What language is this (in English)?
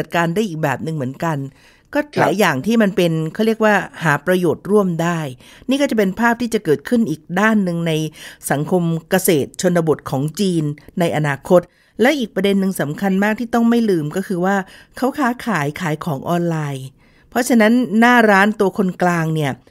Thai